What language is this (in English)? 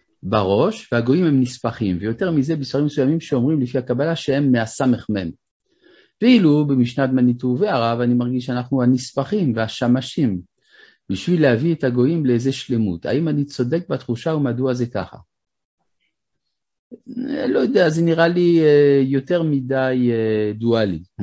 Hebrew